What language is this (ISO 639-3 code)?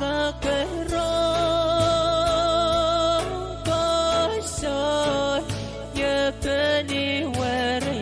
pon